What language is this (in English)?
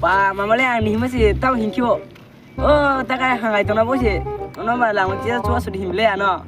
Kok Borok